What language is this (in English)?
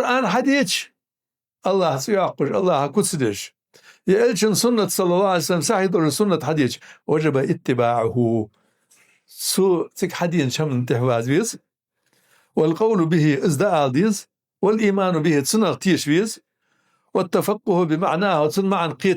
Ingush